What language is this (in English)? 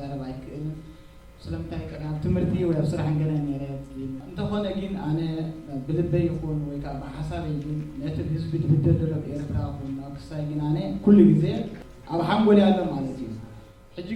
Tigrinya